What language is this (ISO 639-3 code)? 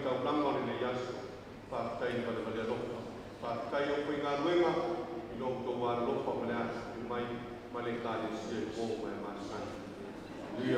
smo